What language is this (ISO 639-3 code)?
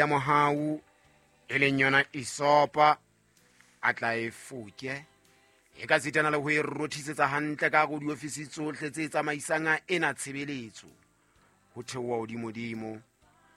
sot